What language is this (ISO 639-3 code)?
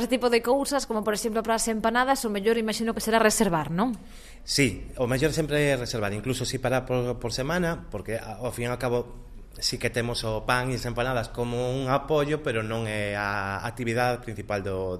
glg